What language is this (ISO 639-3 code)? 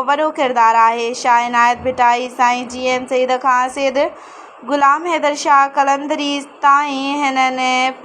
snd